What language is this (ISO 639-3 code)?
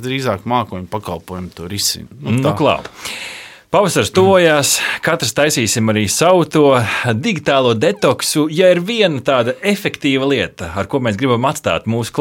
lav